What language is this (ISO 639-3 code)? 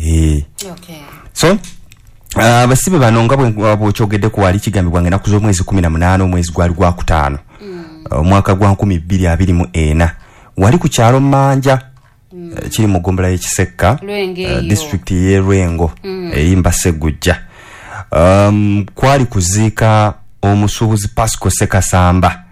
lug